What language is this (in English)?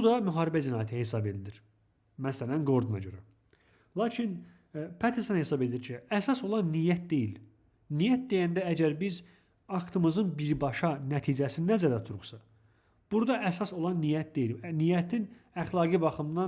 Azerbaijani